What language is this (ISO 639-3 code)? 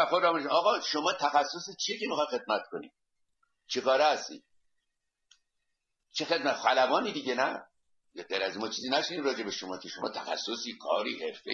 fas